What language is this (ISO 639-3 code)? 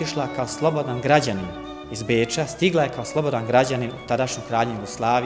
srp